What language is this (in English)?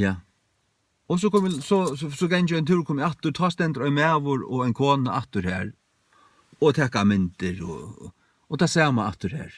Faroese